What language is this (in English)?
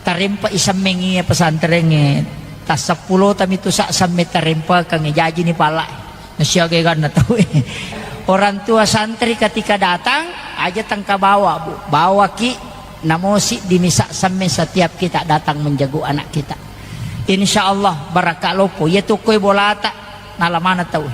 Buginese